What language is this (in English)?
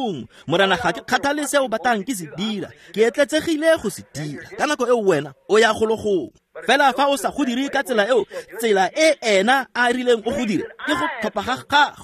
Tswana